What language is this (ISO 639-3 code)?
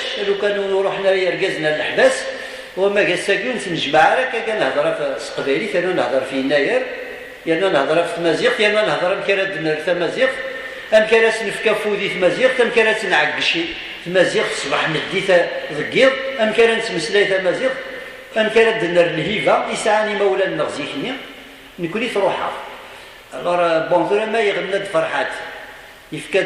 kab